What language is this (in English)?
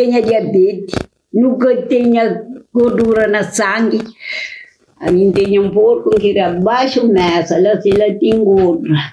Kabuverdianu